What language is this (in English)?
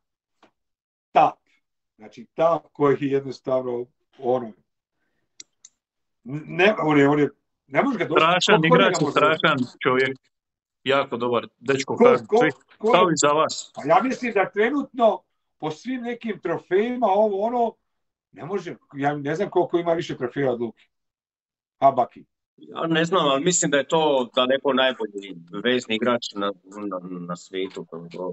Croatian